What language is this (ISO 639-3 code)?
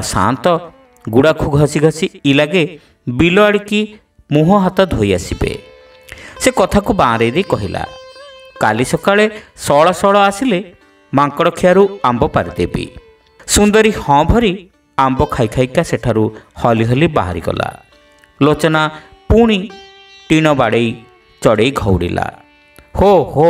ori